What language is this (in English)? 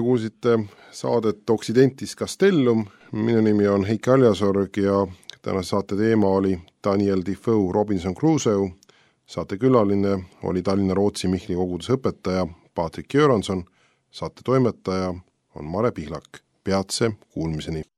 Estonian